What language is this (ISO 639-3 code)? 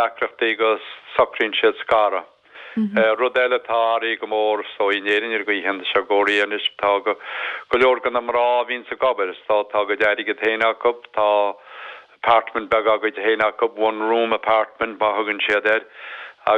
gle